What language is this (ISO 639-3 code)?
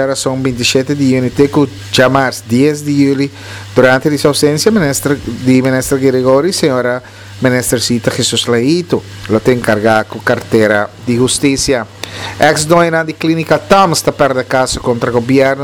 pap